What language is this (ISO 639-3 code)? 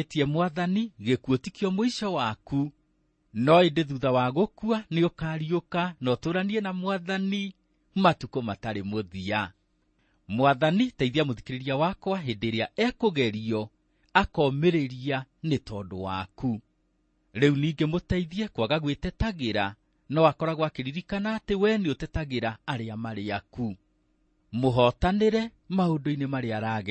kik